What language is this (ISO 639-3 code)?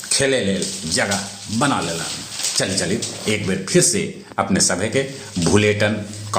mag